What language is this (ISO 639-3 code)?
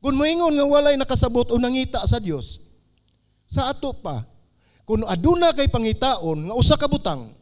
ceb